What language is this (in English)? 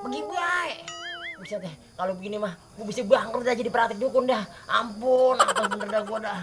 Betawi